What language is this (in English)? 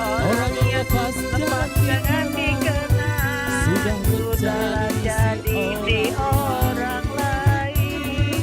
Musi